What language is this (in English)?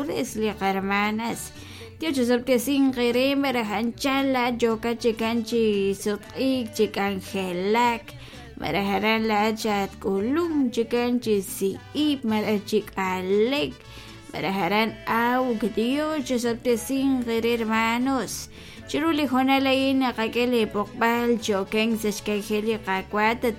Kekchí